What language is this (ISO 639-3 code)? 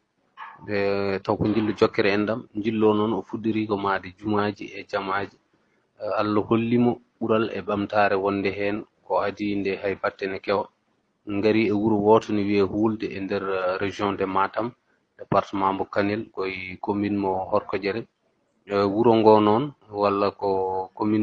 ful